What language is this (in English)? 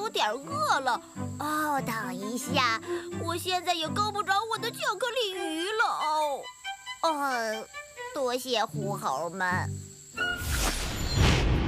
Chinese